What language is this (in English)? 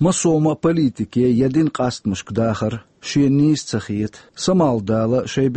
Chechen